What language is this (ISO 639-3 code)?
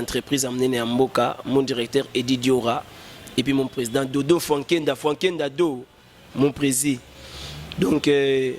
lin